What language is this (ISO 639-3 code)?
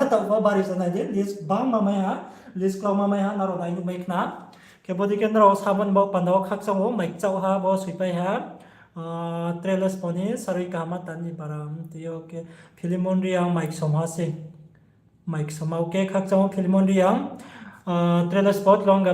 ria